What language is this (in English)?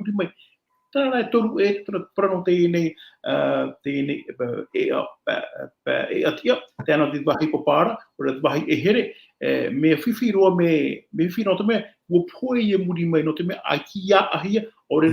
Tahitian